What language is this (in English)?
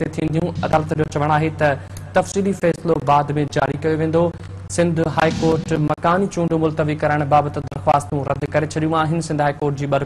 Sindhi